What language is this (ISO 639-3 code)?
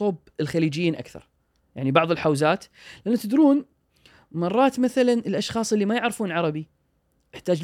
afb